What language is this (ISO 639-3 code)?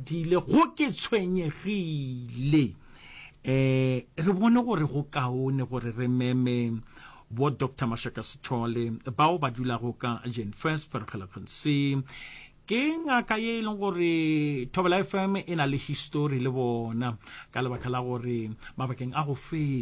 nso